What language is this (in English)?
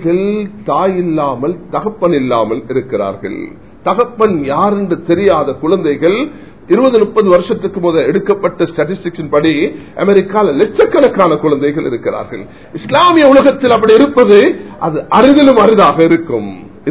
Tamil